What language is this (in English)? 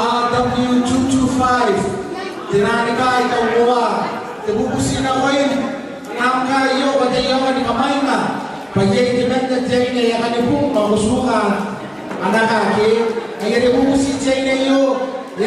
Gilbertese